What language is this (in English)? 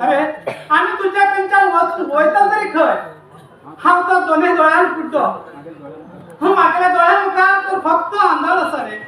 Konkani